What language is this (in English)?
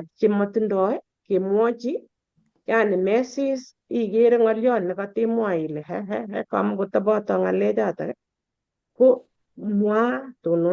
Kalenjin